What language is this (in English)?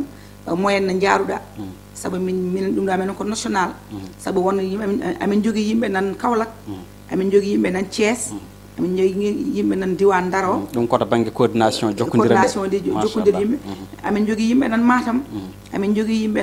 Fula